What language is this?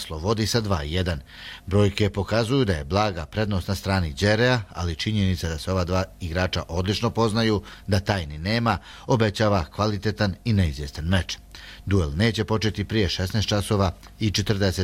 Croatian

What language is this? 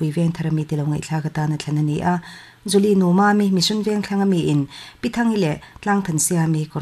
Mizo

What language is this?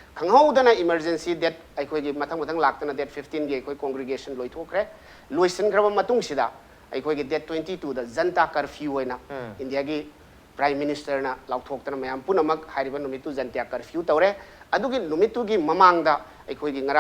Manipuri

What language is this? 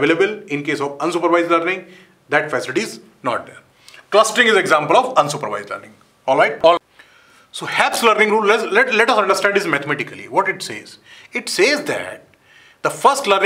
English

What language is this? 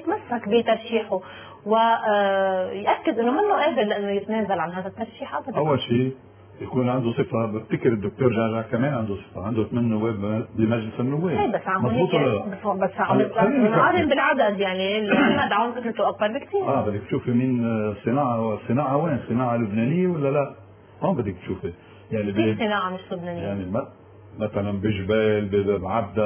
North Levantine Arabic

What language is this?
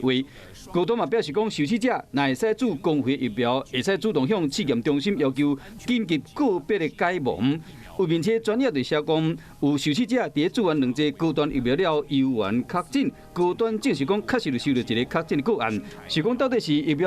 Min Nan Chinese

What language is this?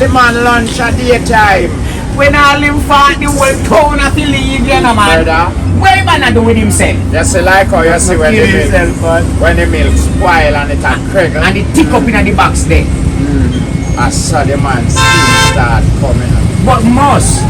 Jamaican Creole English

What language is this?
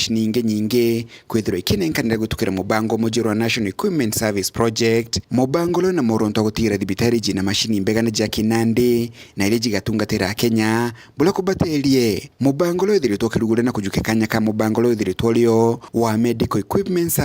Meru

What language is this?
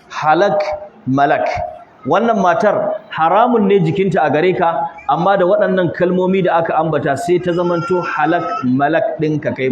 Hausa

